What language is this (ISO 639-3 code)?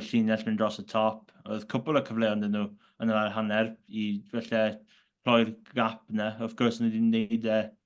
cym